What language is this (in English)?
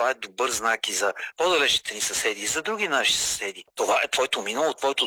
Bulgarian